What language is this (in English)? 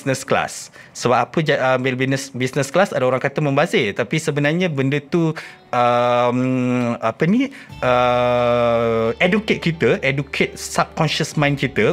Malay